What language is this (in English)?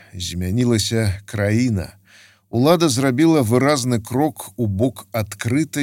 Belarusian